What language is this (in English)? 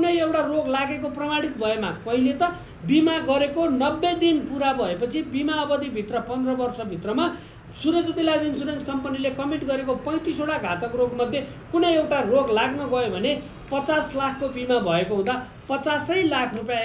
Nepali